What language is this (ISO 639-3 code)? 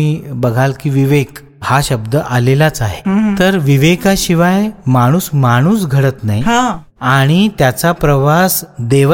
mar